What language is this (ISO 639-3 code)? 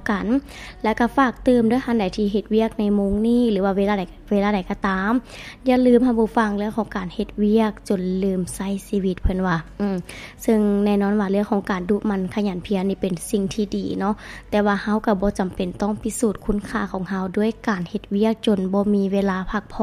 lao